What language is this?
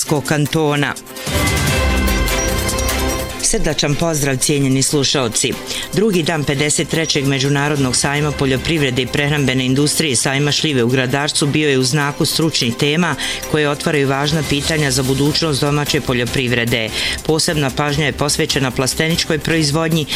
Bosnian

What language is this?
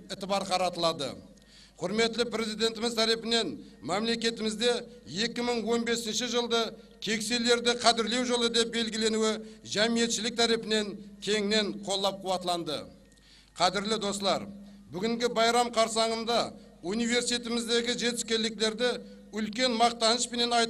Kara-Kalpak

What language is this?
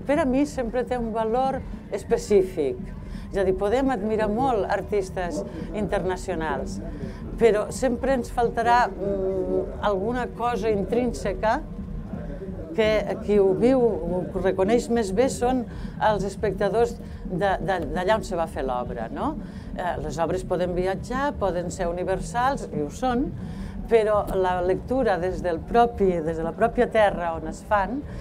Catalan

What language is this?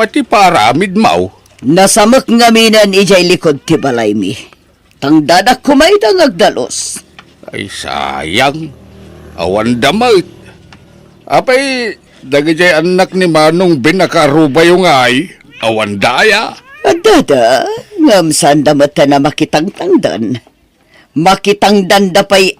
Iloko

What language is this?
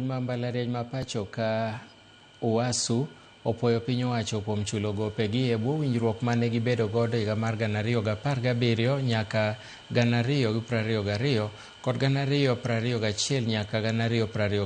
Luo (Kenya and Tanzania)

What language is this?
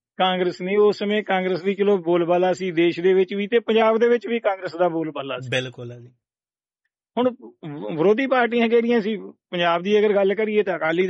Punjabi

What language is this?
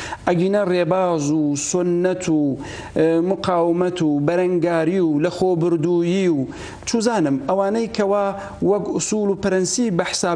Central Kurdish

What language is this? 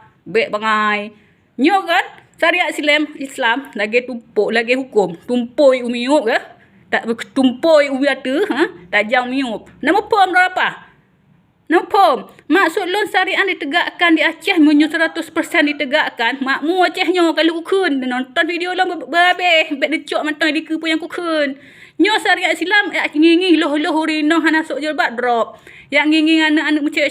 Achinese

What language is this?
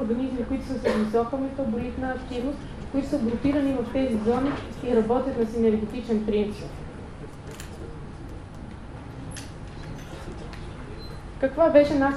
Bulgarian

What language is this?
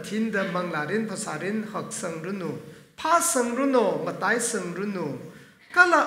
Tangkhul Naga (India)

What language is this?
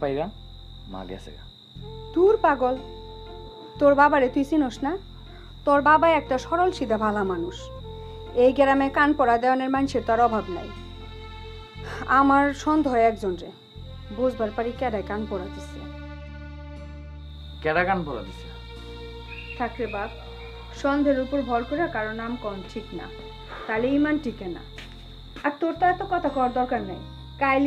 Bangla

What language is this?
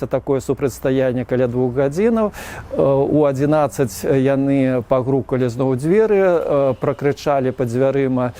Belarusian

